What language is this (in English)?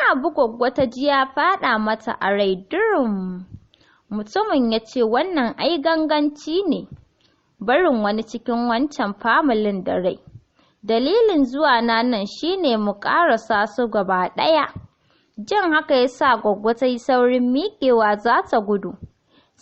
Hausa